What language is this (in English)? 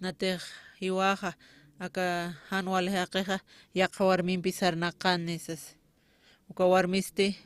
Aymara